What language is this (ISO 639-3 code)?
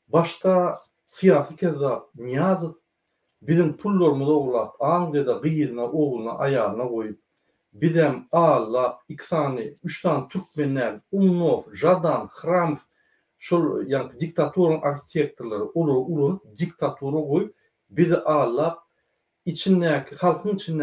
tuk